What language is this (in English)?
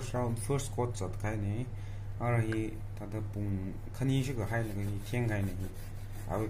Tangkhul Naga (India)